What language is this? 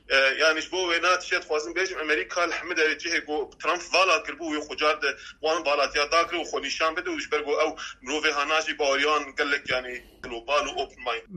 Kurdish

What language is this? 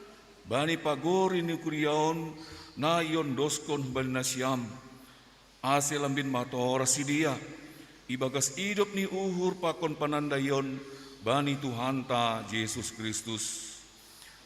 Batak Simalungun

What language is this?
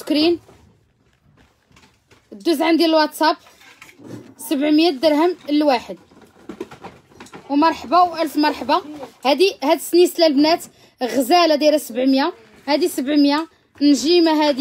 Moroccan Arabic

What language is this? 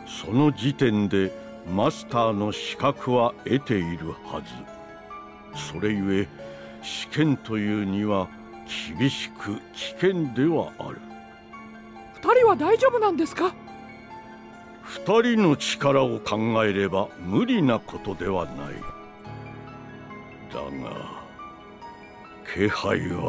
Japanese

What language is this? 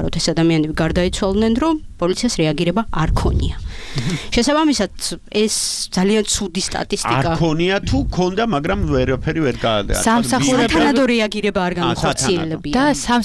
Georgian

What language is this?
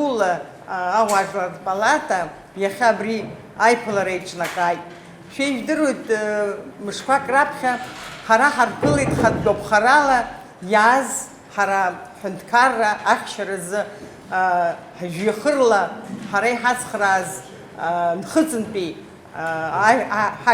Abkhazian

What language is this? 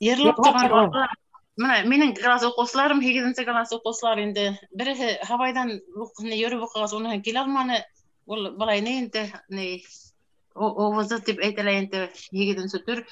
Bashkir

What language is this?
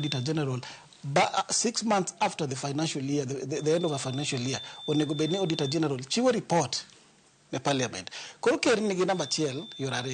Luo (Kenya and Tanzania)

